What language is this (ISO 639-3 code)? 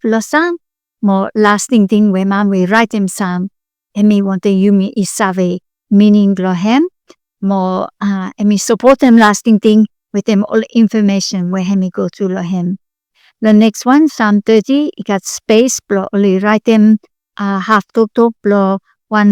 bis